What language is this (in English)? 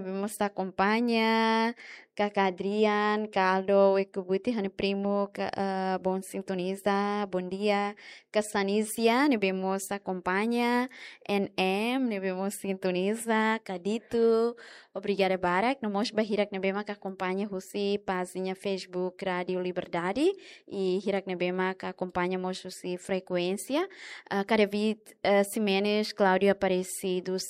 Tetum